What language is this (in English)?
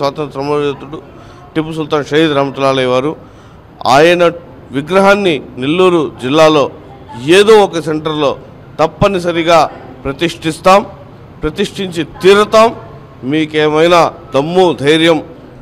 Telugu